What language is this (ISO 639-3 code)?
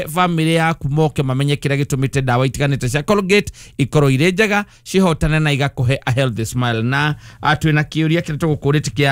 kik